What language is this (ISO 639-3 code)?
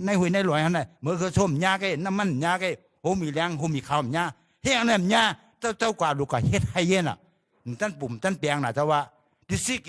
shn